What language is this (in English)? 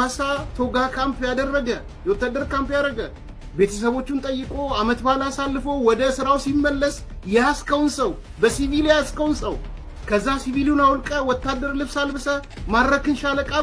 Amharic